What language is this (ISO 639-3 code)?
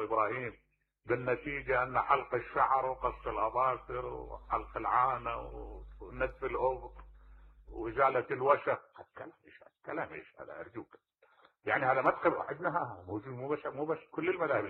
acm